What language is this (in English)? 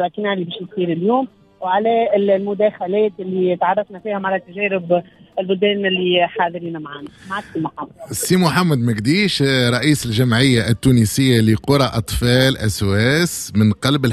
Tunisian Arabic